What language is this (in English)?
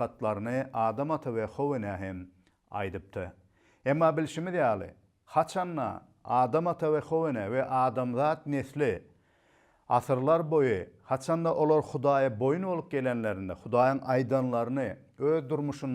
Turkmen